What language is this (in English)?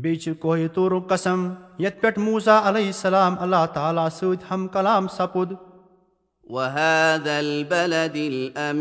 Kashmiri